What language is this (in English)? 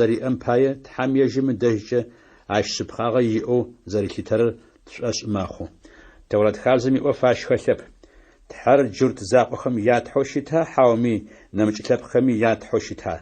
Adyghe